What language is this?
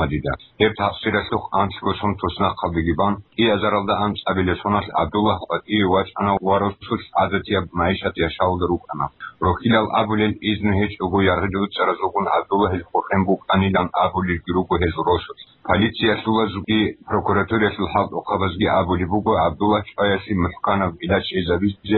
Avaric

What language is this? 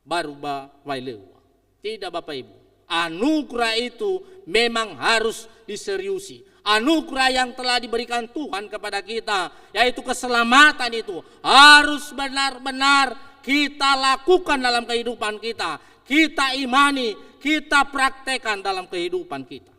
Nias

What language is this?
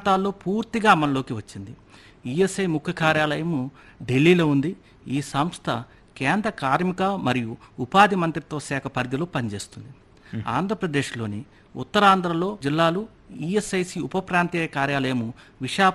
Telugu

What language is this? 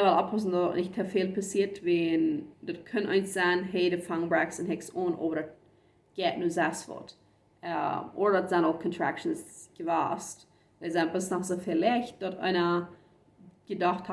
Plautdietsch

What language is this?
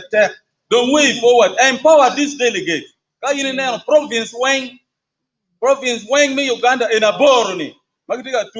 Acoli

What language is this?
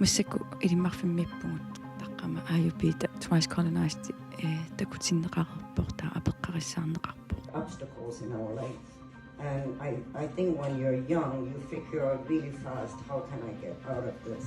Kalaallisut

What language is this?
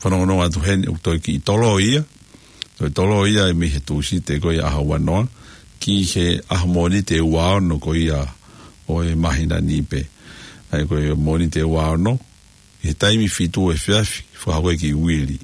Tongan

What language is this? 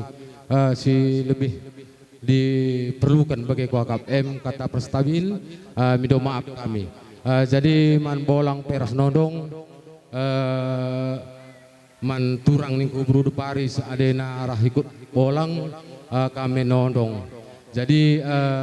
Batak Karo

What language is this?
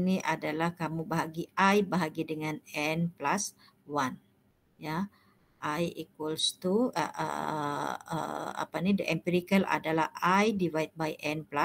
Malay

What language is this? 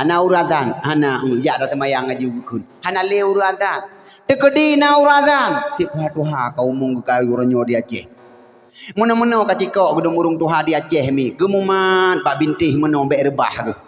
Achinese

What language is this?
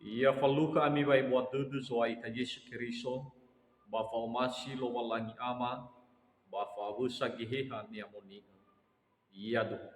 Nias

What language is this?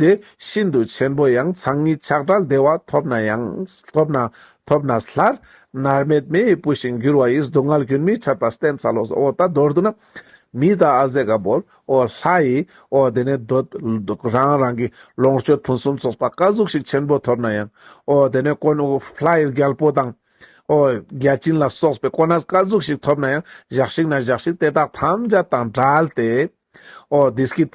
Ladakhi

